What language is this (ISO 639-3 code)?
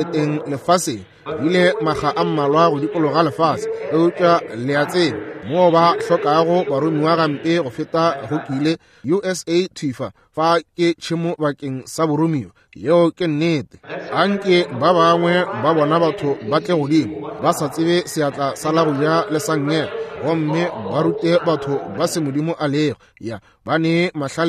nso